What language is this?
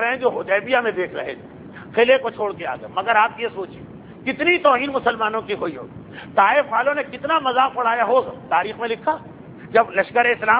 Urdu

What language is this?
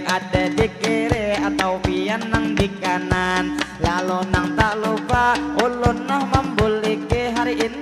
Banjar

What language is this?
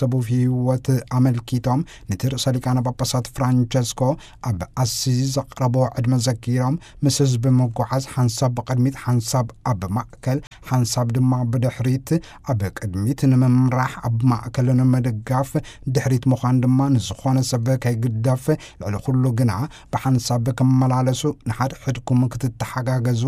Tigrinya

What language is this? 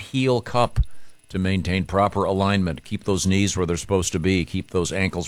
English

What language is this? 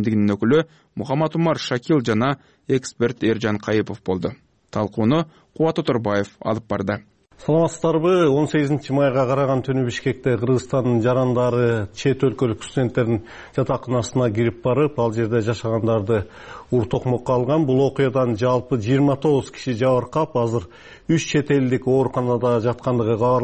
Kyrgyz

